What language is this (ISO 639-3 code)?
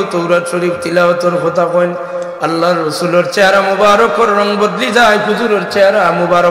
syl